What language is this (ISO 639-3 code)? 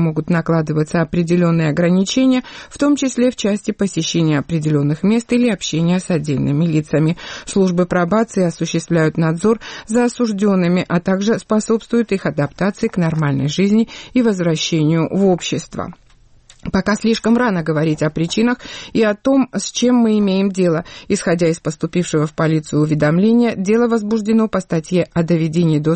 rus